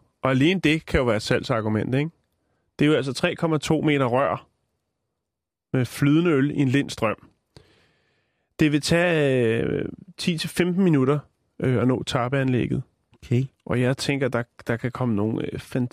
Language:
Danish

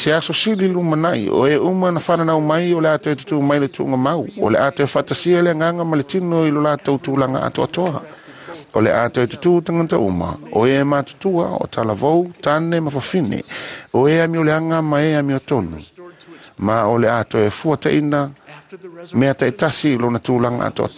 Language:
Samoan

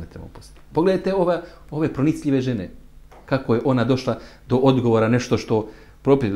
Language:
Bosnian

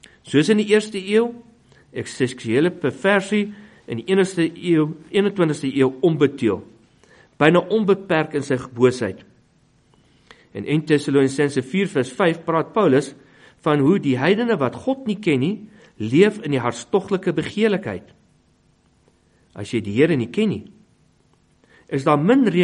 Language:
Afrikaans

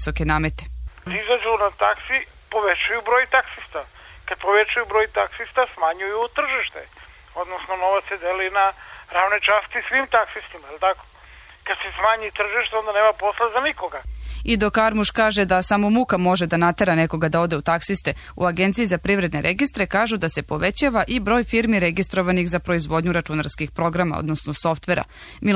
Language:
Serbian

